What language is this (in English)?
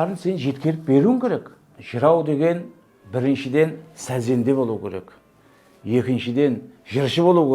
Kara-Kalpak